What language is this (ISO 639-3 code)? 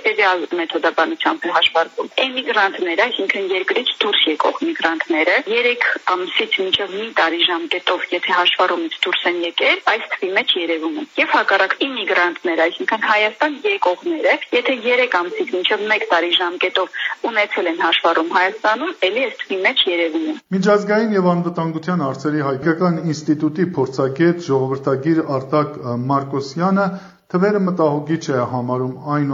hye